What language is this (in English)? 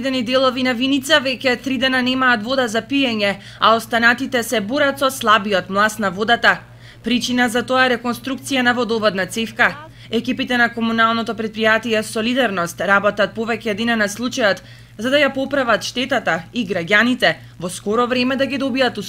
Macedonian